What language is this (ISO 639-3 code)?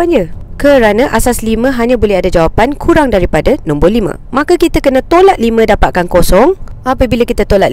msa